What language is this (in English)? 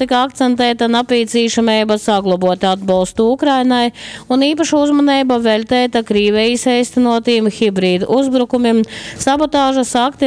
Latgalian